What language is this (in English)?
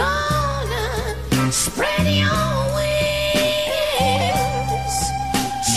Basque